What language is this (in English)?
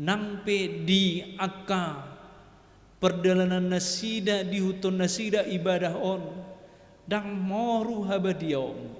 Batak Toba